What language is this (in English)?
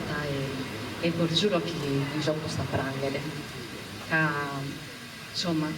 Sardinian